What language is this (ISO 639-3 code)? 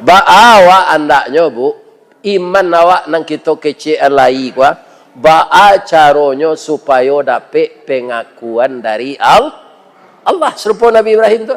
min